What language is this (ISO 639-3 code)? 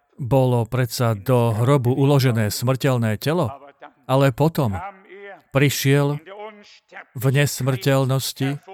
slk